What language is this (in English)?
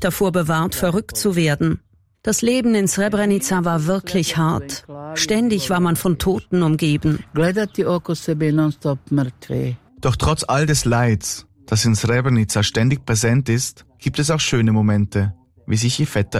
German